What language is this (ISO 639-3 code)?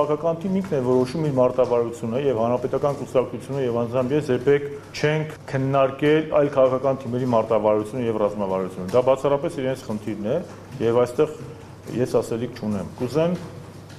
hye